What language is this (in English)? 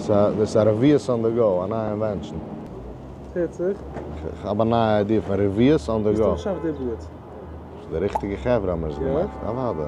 Yiddish